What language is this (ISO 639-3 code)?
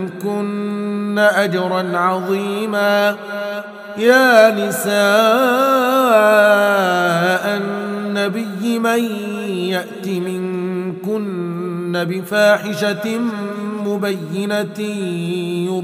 ara